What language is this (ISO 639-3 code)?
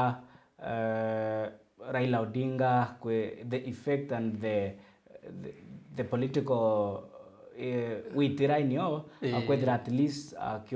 mer